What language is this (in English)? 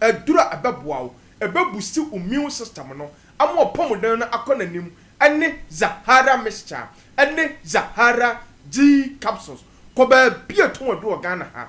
Akan